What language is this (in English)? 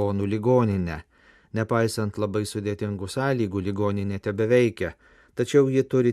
Lithuanian